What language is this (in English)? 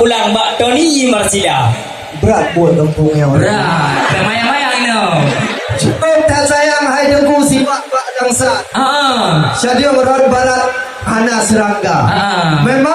Achinese